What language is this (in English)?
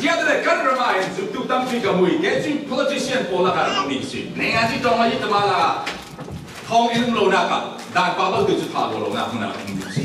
Falam Chin